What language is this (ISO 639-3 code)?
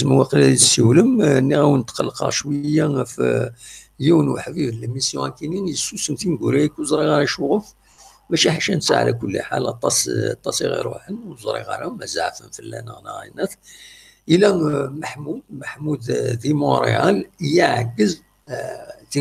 kab